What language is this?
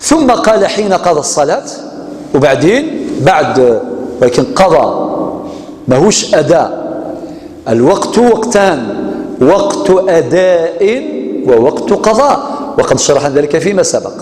Kabyle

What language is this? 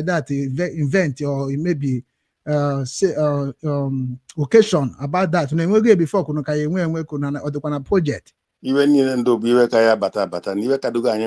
Igbo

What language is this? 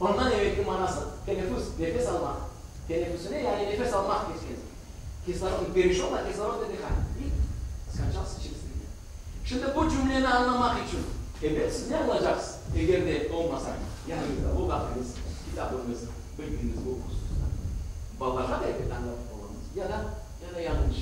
Crimean Tatar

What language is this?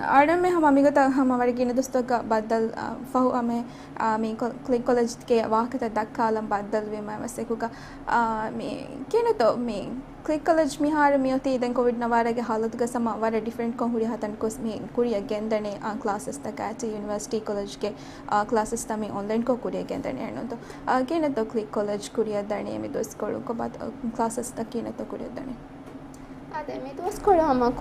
Divehi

